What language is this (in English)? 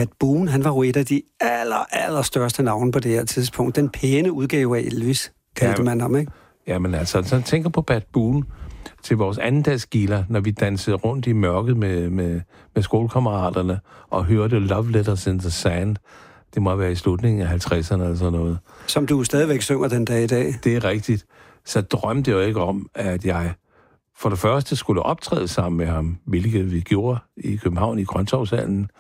Danish